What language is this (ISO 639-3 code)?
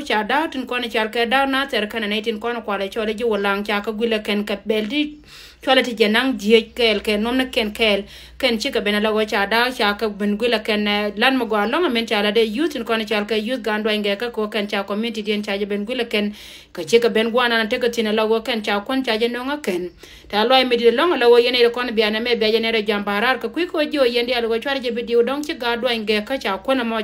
nus